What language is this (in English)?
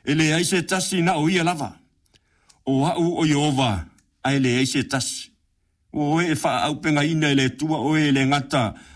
Samoan